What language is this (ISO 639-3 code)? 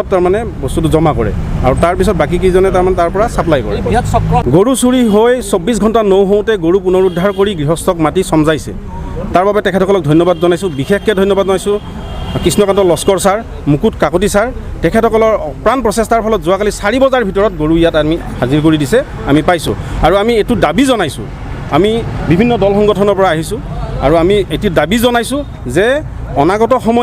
asm